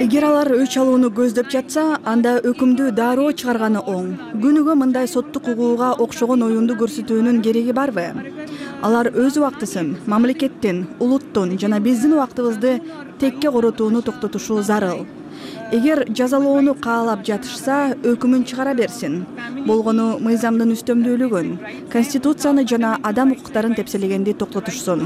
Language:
Kyrgyz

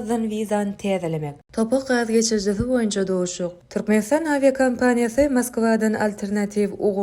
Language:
Turkmen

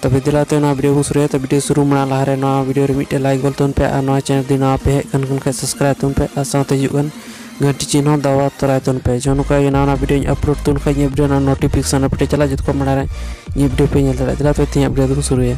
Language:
Santali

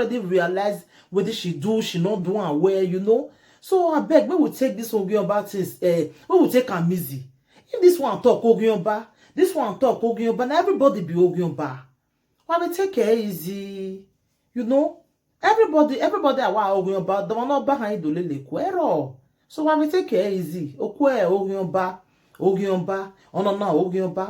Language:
Nigerian Pidgin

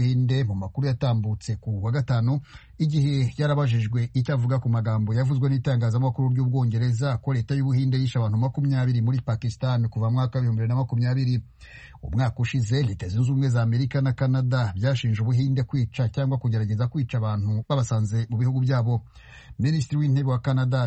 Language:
Kinyarwanda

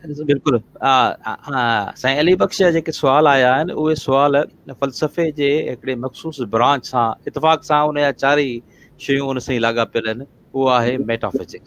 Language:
Sindhi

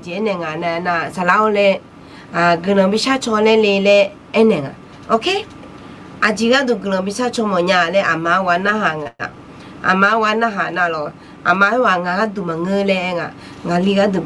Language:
Akha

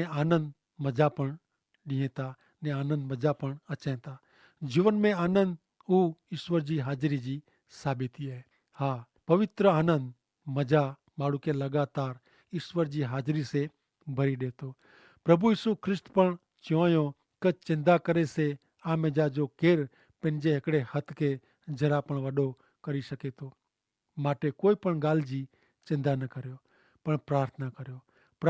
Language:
Kachhi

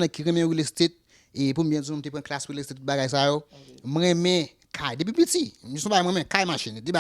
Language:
Haitian Creole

